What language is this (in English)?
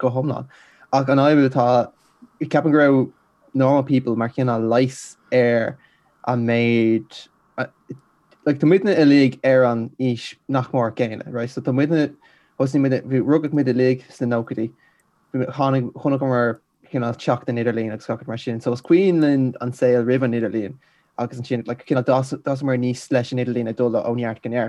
Irish